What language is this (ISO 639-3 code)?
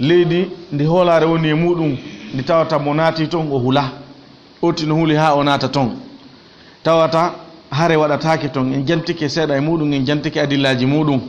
ful